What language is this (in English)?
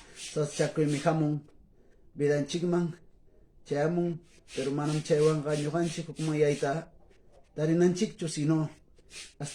Quechua